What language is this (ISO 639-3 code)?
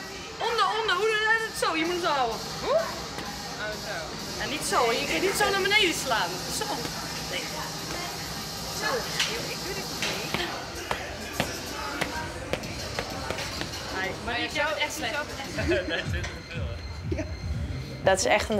nld